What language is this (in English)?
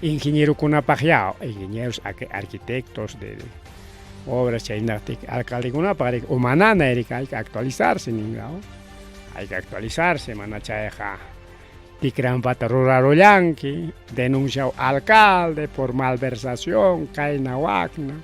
Ayacucho Quechua